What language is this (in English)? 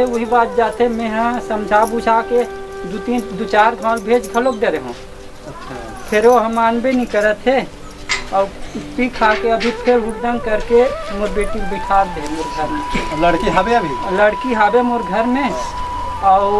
Chhattisgarhi